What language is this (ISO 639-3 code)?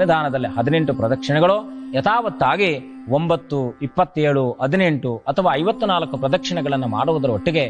kan